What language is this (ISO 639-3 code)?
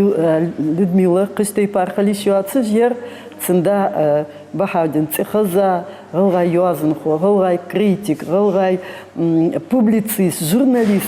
inh